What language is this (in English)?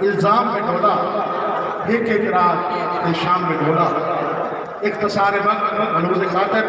Saraiki